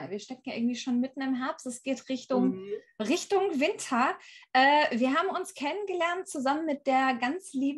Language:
German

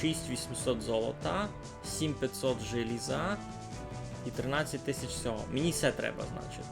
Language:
Rusyn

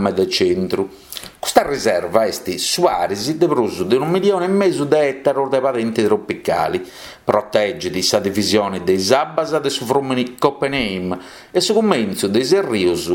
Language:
Sardinian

